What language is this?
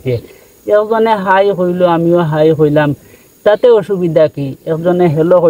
Sylheti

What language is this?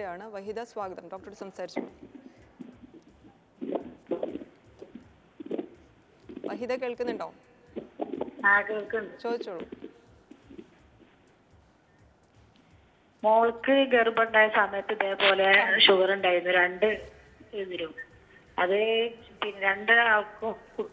Malayalam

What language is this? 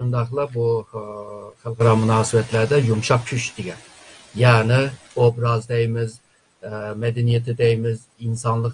Uyghur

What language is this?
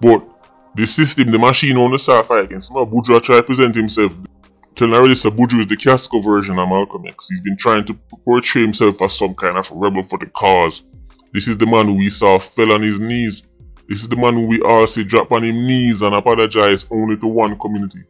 Jamaican Creole English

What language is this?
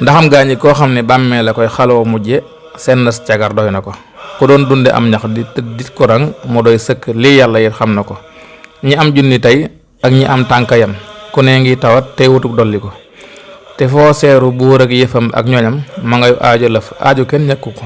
Wolof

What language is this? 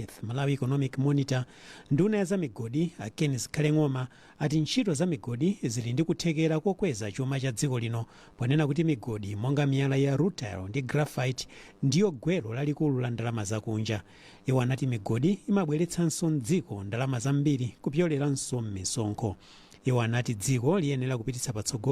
Nyanja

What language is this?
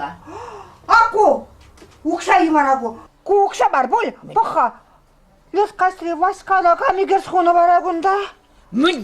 Chuvash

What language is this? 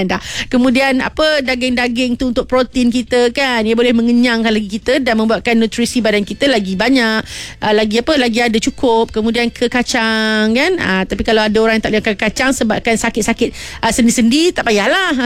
Malay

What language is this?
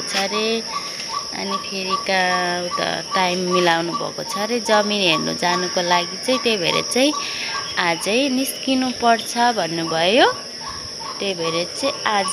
Nepali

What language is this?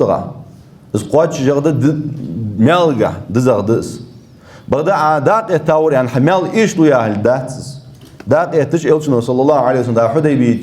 Ingush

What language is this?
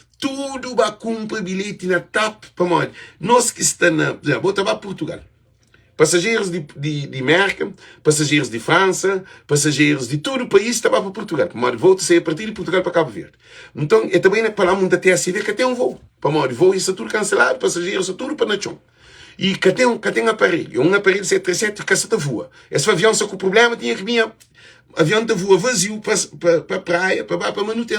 Kabuverdianu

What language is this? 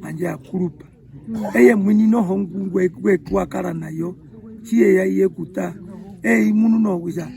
Herero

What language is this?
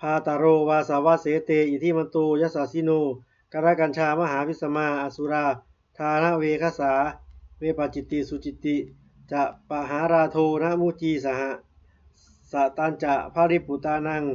Pali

